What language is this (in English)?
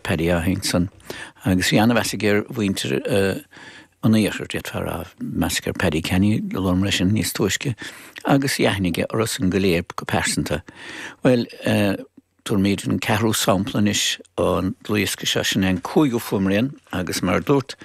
Irish